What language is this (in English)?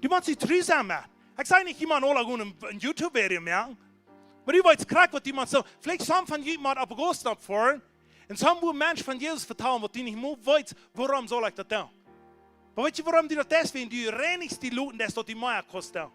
Plautdietsch